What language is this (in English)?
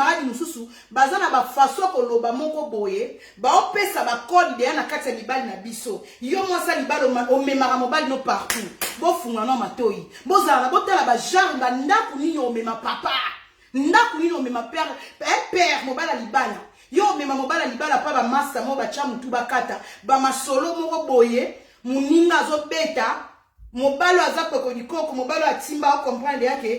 Lingala